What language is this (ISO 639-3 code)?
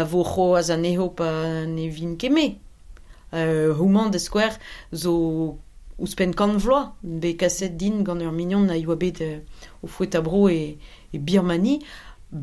bre